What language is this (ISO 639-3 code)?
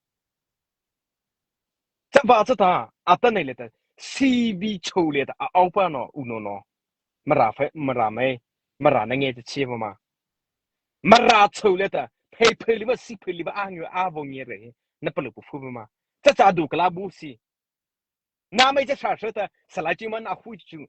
mrh